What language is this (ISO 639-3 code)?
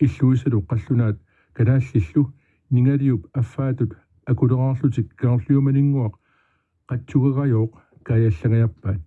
kal